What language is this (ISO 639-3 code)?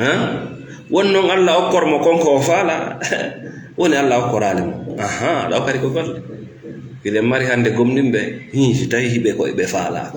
ful